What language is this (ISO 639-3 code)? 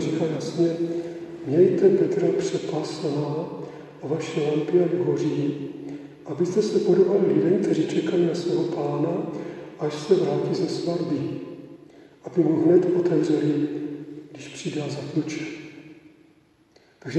ces